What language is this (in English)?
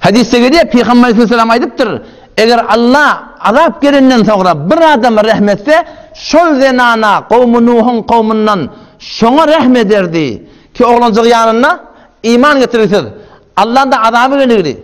Turkmen